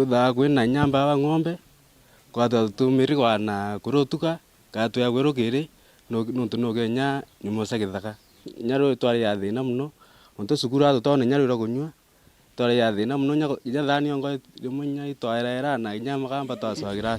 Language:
Meru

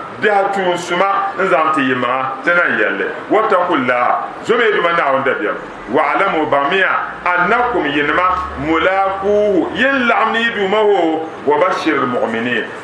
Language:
Dagbani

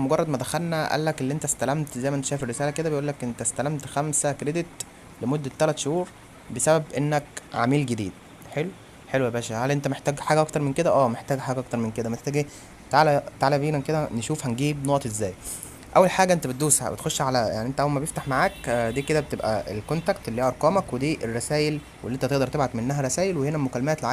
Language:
Egyptian Arabic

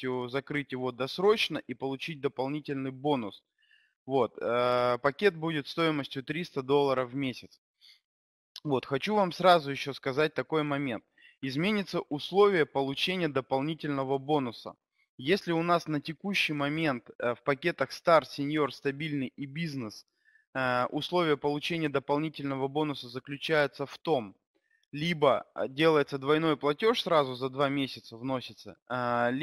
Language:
Russian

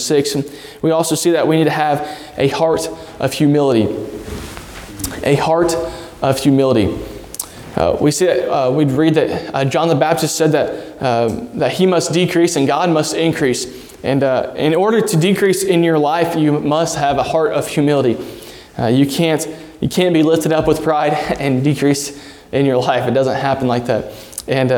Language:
English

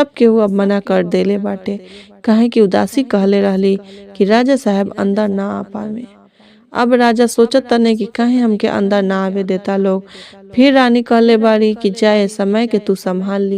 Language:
Bhojpuri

